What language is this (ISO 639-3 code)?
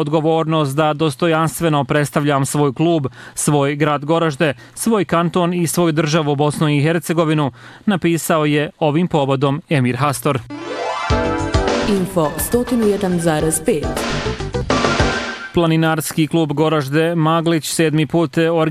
bos